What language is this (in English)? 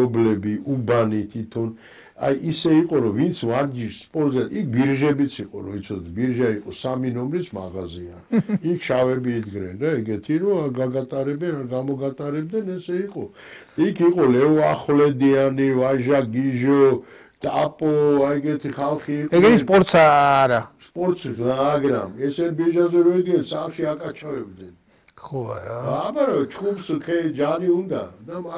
Georgian